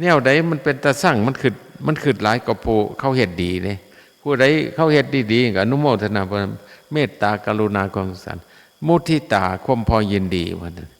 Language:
Northeastern Thai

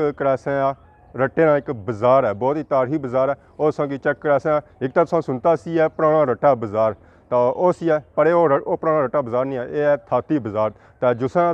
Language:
Pahari-Potwari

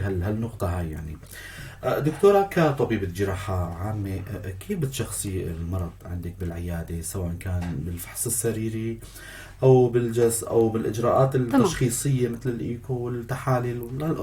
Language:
North Levantine Arabic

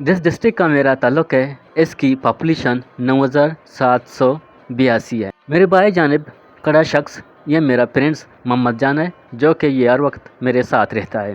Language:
Eastern Balochi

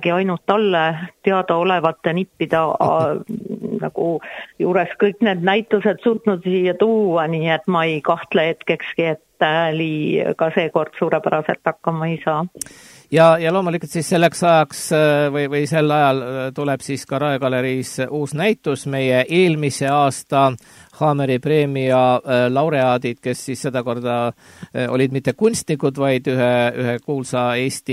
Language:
Estonian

